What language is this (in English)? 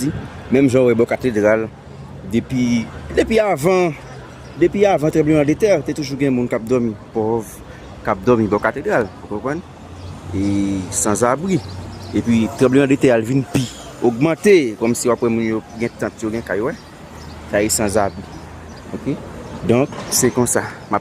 Haitian Creole